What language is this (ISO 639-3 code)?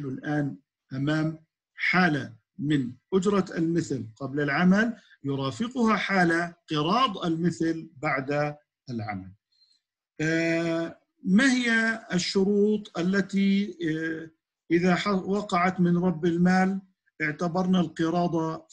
ara